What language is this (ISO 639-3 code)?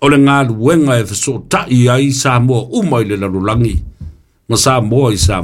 smo